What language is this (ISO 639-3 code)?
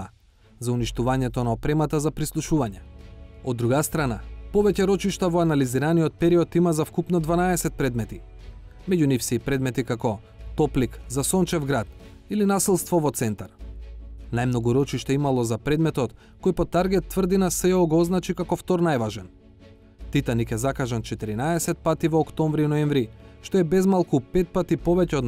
mkd